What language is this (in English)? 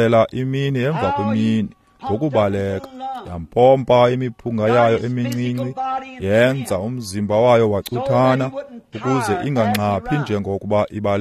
Xhosa